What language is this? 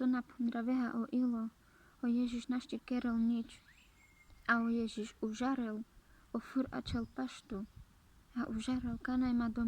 Carpathian Romani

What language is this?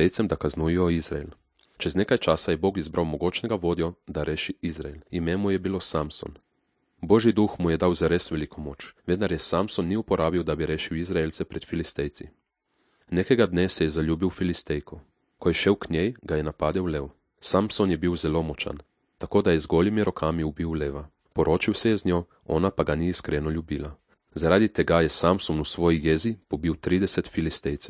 Slovenian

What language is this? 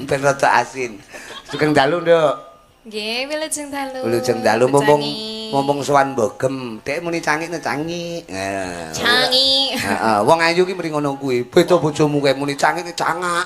Javanese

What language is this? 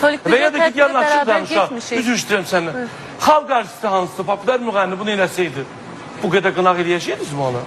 Azerbaijani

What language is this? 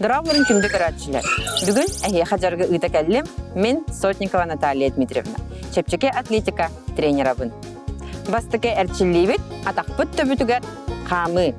Yakut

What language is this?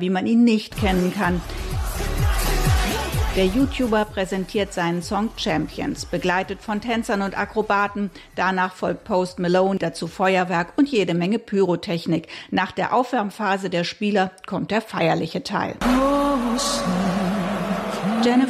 German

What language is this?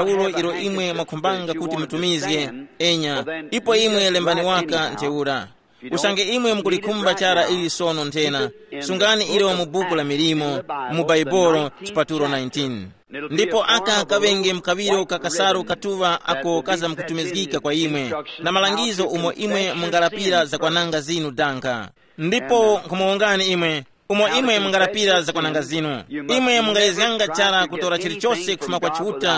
Tumbuka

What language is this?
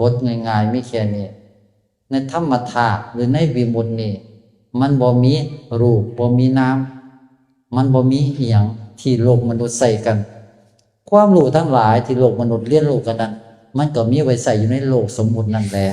Northeastern Thai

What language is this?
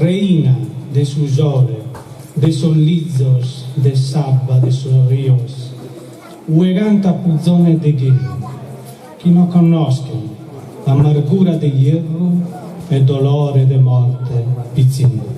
Sardinian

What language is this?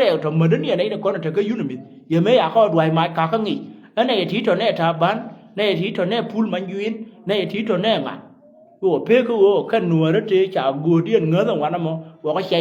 Nuer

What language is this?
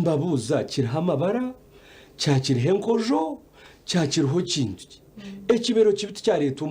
Nyankole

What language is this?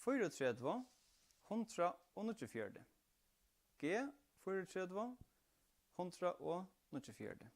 Faroese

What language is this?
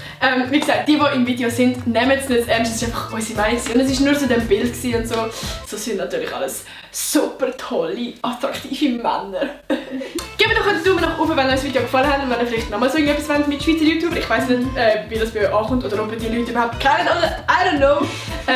Swiss German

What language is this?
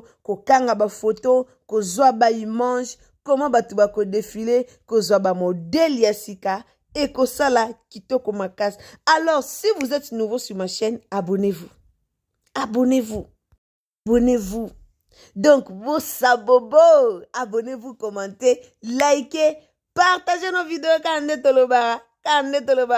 Lingala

